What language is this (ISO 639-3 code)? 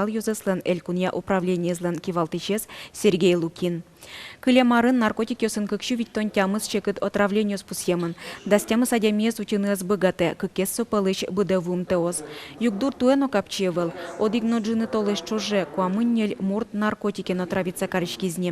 udm